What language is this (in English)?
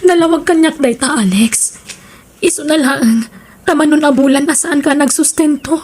Iloko